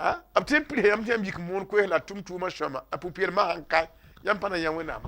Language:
Mossi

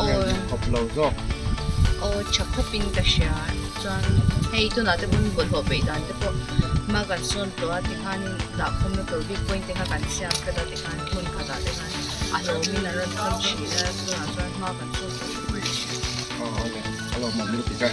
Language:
Mizo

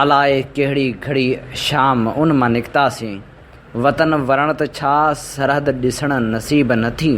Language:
Sindhi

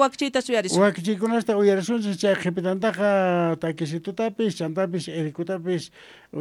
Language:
Quechua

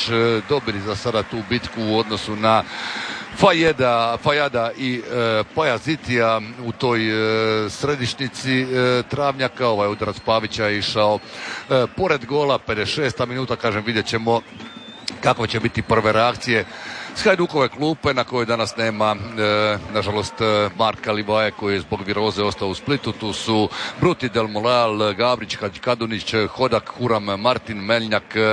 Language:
Croatian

